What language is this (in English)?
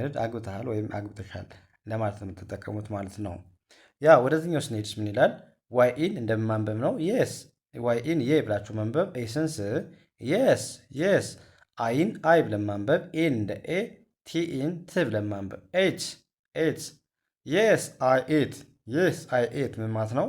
Amharic